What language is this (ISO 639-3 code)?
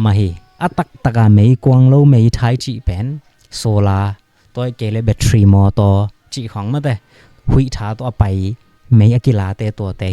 ctd